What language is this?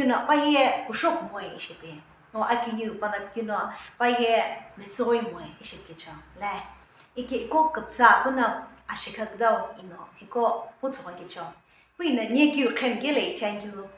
Sumi Naga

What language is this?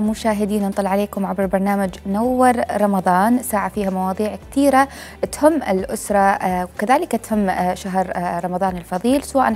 Mesopotamian Arabic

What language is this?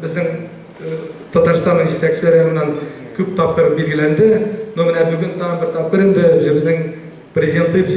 Tatar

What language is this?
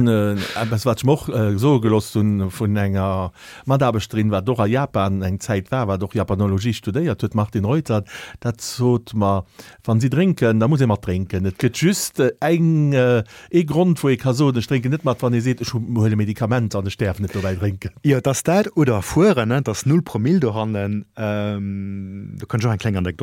Luxembourgish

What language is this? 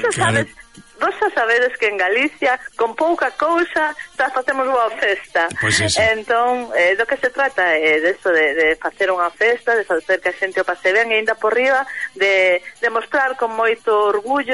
Galician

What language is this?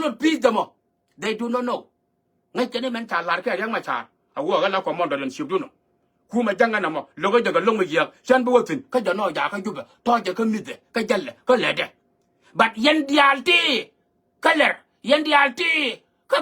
Nuer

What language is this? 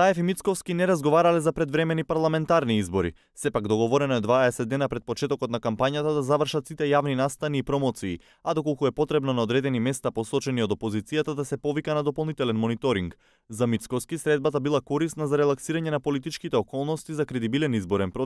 Macedonian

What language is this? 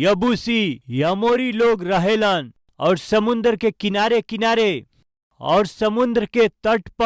Bhojpuri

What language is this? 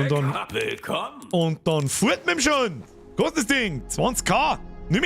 Bavarian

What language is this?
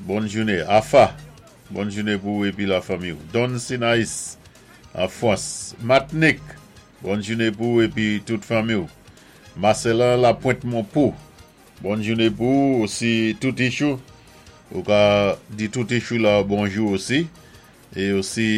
Saint Lucian Creole French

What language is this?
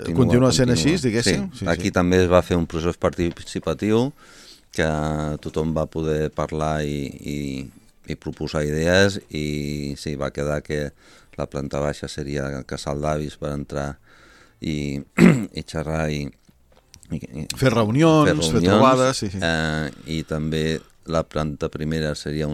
Catalan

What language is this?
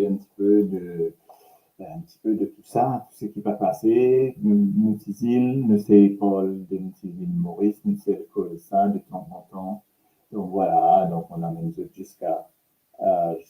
Morisyen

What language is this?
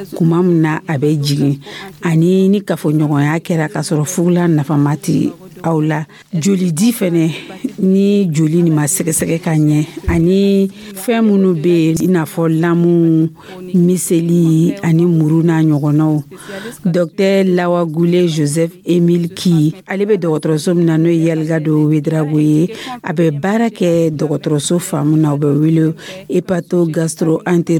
Dyula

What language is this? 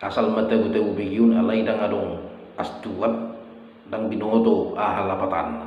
Batak Toba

